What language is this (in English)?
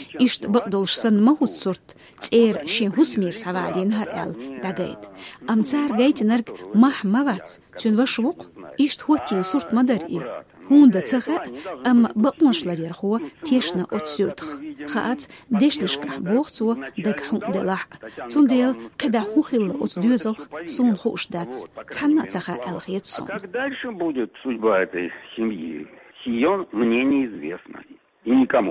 Chechen